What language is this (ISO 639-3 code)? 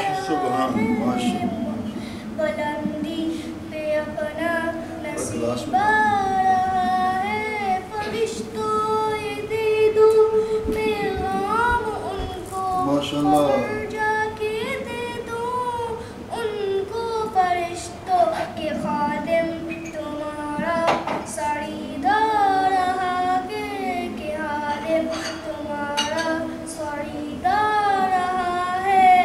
urd